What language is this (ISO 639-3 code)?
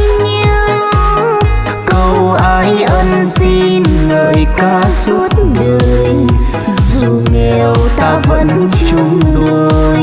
vie